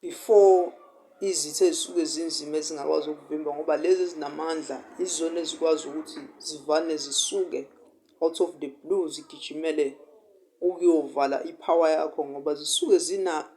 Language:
Zulu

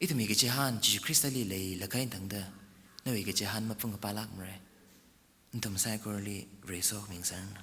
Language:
Tangkhul Naga (India)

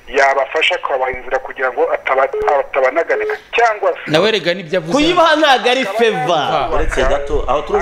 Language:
Kinyarwanda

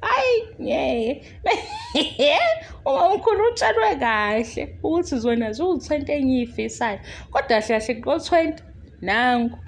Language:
Zulu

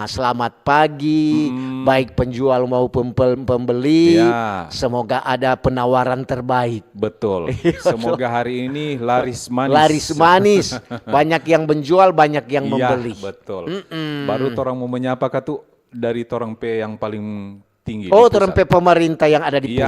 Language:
Manado Malay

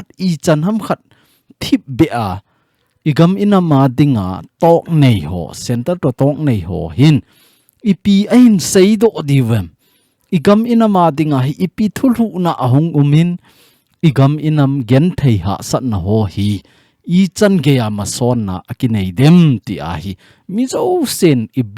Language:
Thado Chin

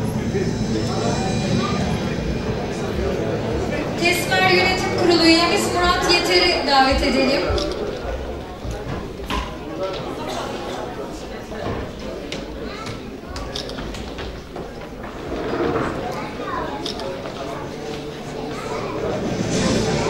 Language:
Turkish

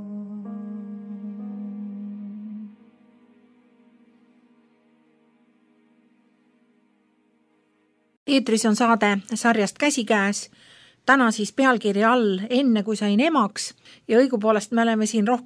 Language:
Estonian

